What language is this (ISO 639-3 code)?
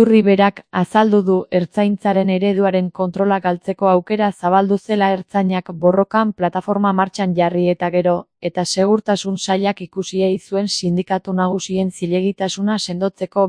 eus